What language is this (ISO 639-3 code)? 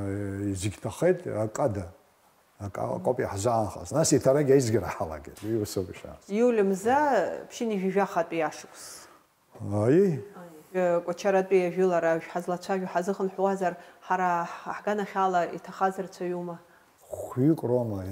abk